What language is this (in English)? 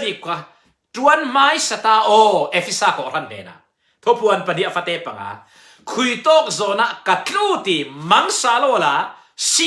Falam Chin